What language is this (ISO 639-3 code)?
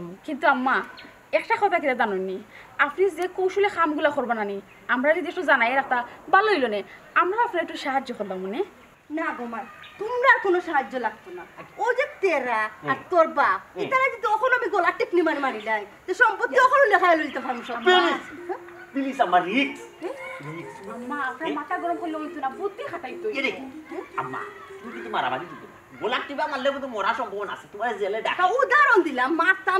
syl